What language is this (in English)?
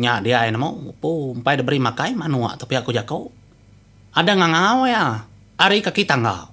Iban